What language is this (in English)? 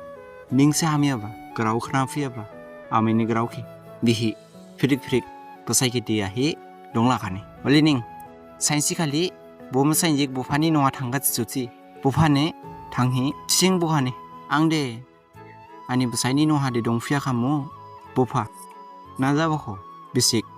Dimasa